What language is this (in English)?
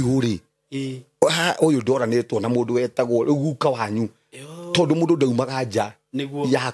Kikuyu